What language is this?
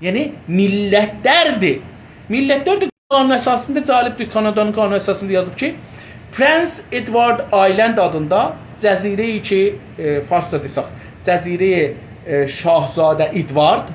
South Azerbaijani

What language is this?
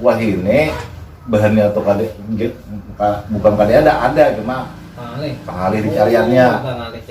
Banjar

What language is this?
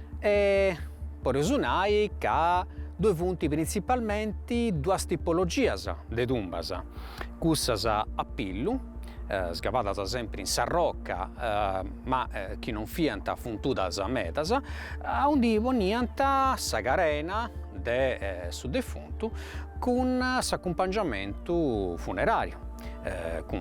Sardinian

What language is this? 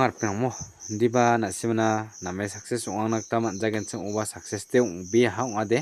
Garo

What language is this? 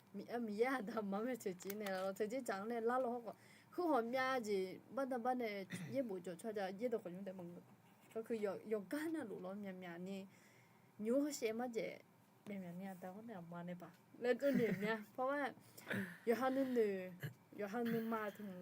Akha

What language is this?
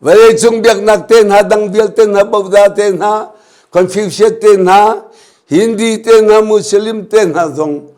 Hakha Chin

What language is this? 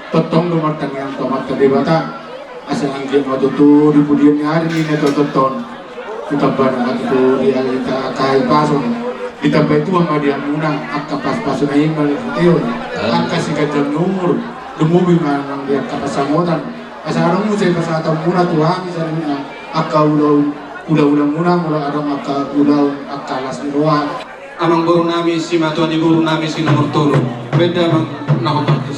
Batak Toba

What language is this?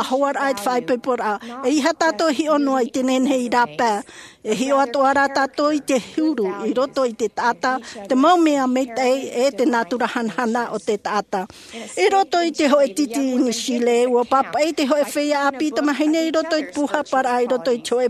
Tahitian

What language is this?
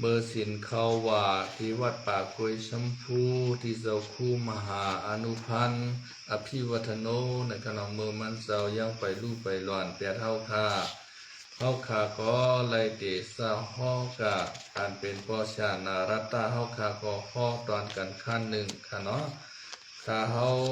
Shan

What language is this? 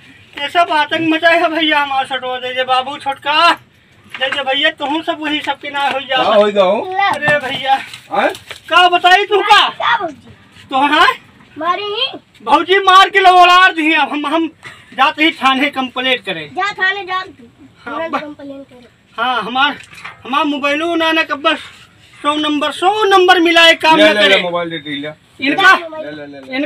Awadhi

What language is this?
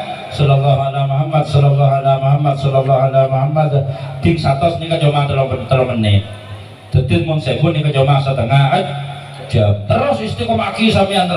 Madurese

